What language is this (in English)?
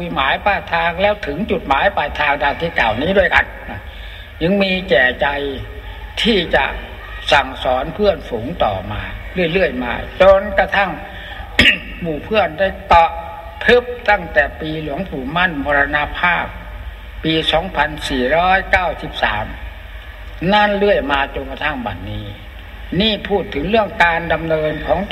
Thai